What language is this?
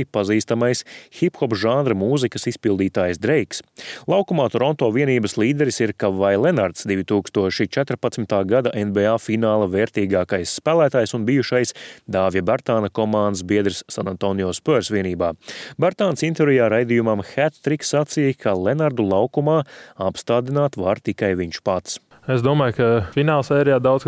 Latvian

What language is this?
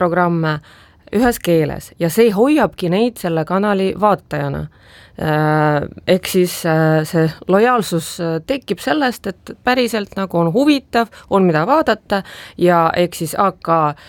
Estonian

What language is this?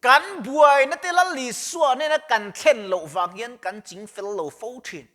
Mizo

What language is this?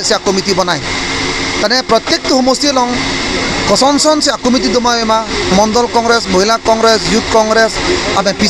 Karbi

